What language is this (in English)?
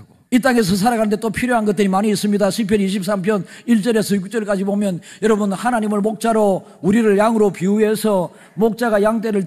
Korean